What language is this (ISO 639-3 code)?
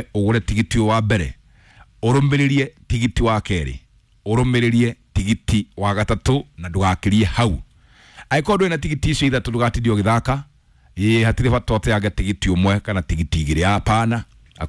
kik